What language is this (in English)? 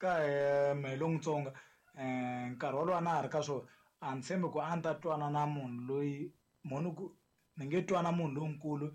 Tsonga